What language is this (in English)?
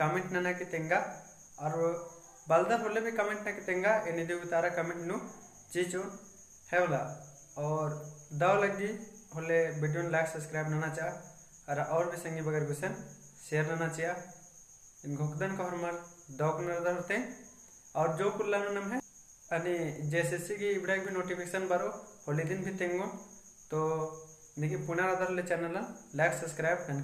Kurukh